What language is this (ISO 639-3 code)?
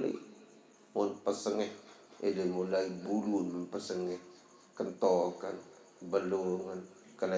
sas